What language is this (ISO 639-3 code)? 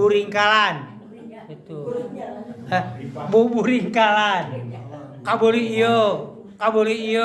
sun